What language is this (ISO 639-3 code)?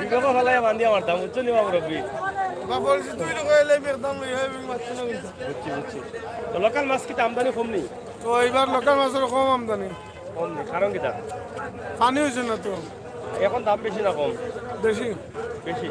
syl